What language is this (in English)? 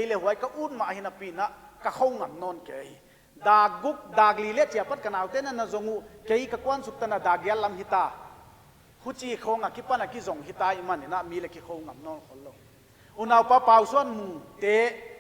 Paite Chin